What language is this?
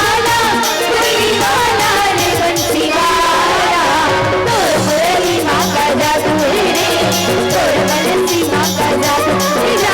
Chhattisgarhi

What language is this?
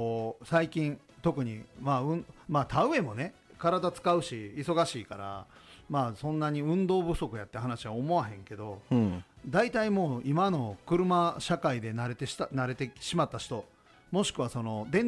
Japanese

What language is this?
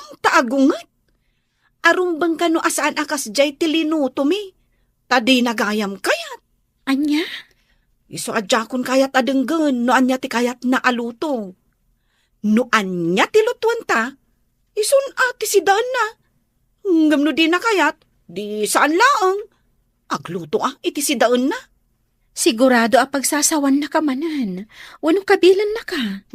Iloko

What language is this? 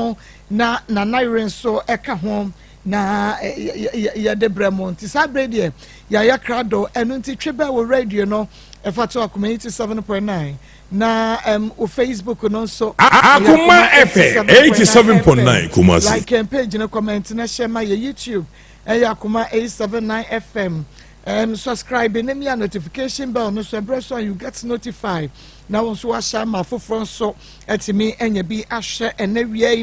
Akan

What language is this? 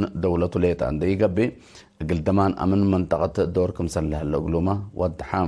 Tigre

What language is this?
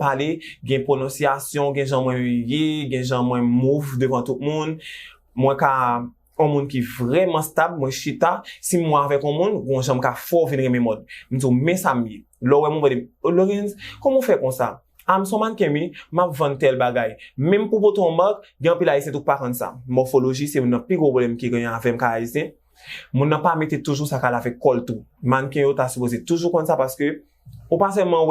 Haitian Creole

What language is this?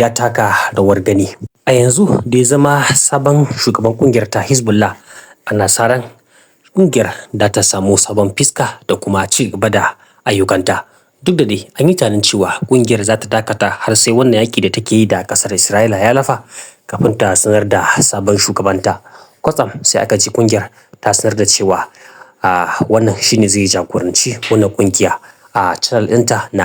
Hausa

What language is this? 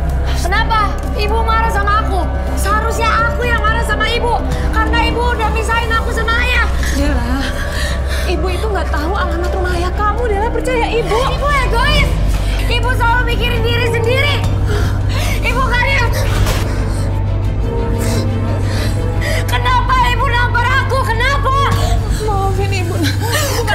Indonesian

